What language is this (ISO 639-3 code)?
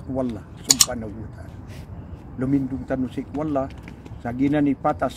mrw